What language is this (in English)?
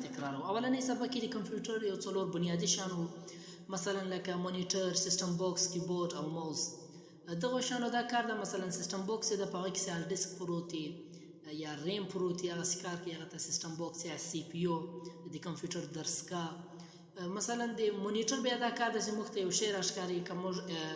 Pashto